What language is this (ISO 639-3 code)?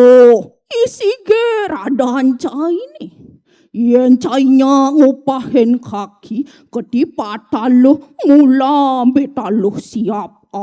ban